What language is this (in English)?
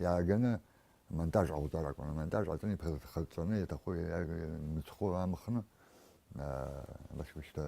Abkhazian